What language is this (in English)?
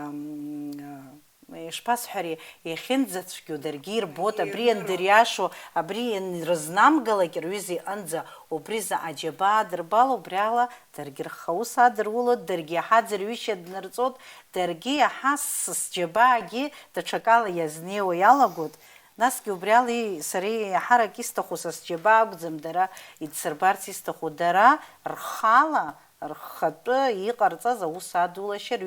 Abkhazian